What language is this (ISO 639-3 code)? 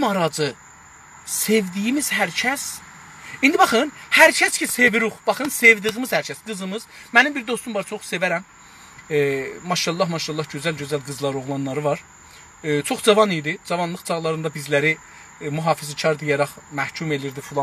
azb